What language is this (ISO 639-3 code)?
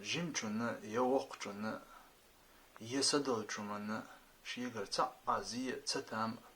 che